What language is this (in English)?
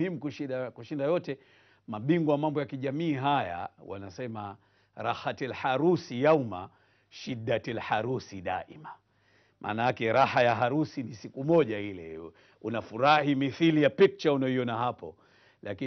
Swahili